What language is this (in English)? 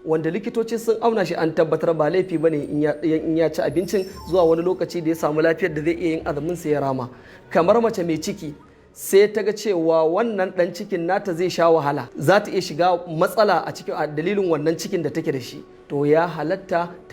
Hausa